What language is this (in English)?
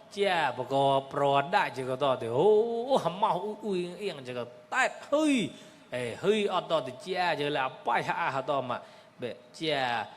Mon